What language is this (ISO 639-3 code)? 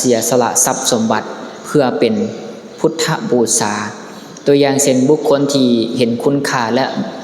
lao